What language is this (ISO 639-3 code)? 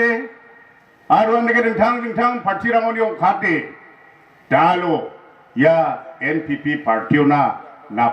grt